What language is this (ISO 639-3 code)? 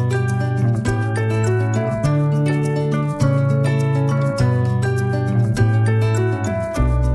fil